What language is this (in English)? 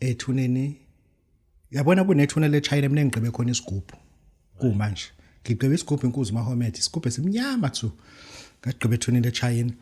Zulu